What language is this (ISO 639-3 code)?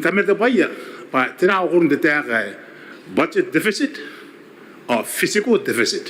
gil